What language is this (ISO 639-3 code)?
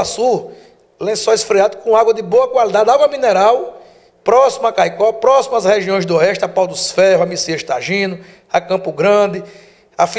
por